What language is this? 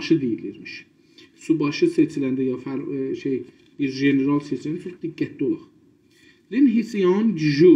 South Azerbaijani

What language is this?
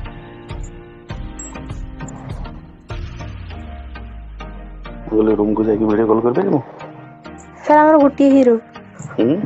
Odia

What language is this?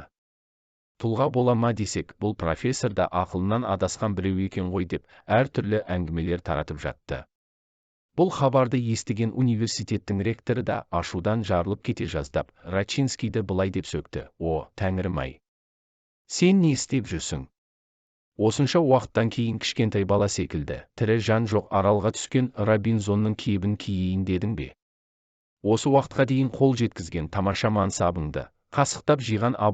Kazakh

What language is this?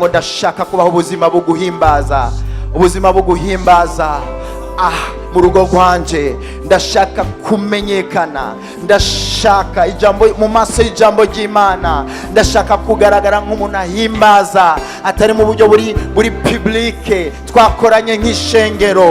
Rundi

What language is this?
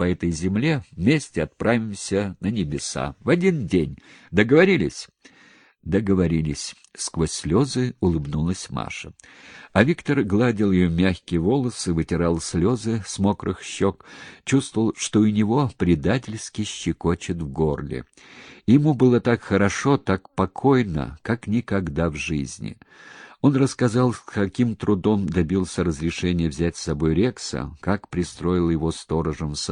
Russian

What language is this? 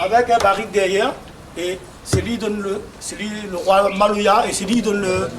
Réunion Creole French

